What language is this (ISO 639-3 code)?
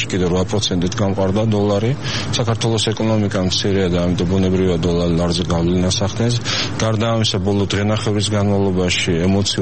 kat